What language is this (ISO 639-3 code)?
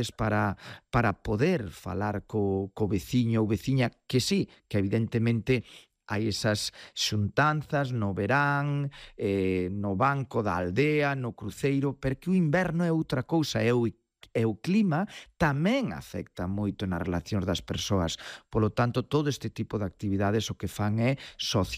glg